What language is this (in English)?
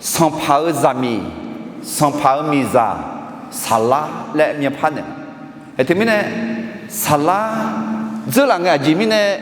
Akha